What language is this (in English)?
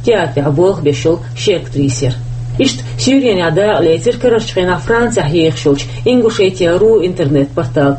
Chechen